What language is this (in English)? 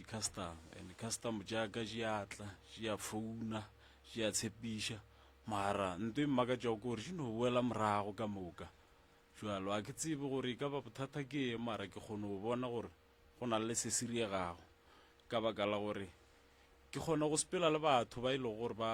Northern Sotho